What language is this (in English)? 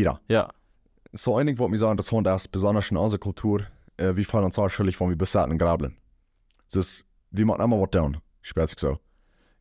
Plautdietsch